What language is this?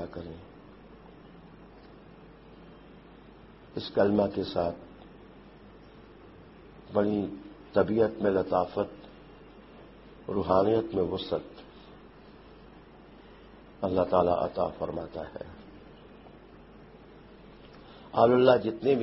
Urdu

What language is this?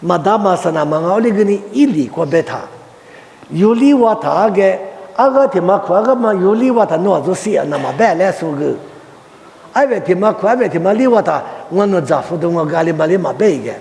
Lisu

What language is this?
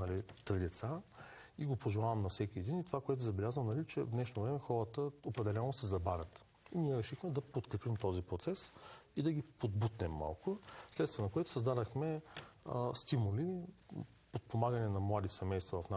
Bulgarian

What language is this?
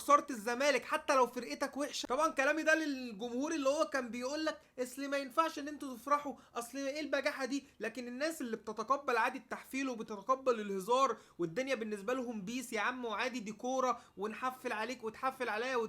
Egyptian Arabic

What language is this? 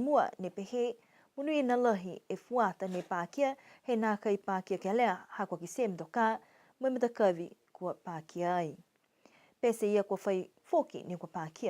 Niuean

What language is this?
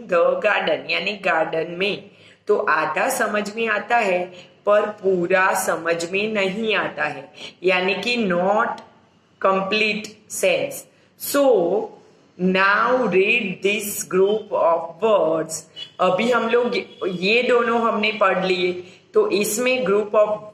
Hindi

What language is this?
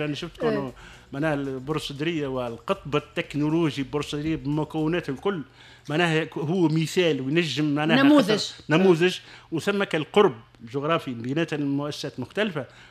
Tunisian Arabic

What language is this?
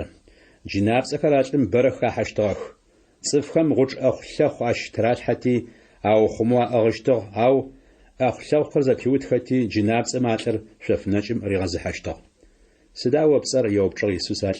Adyghe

